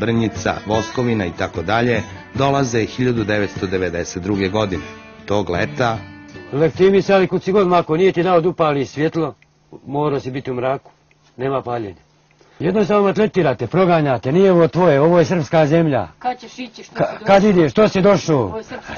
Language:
Serbian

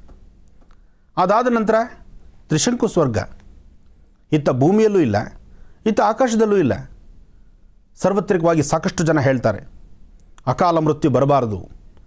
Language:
Kannada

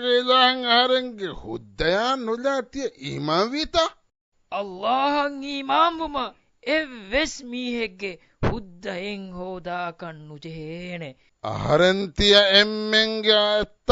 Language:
Divehi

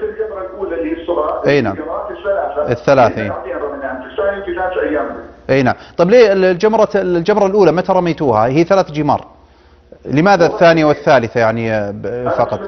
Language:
Arabic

